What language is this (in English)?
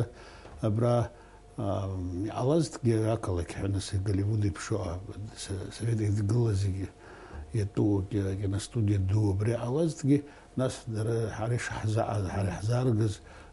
Abkhazian